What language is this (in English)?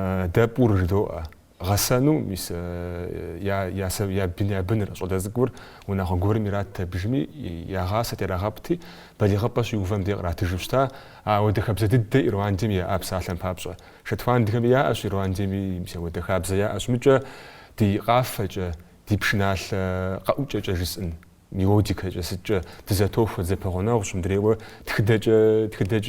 Kabardian